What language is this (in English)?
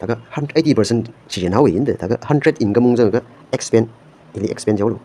Tangkhul Naga (India)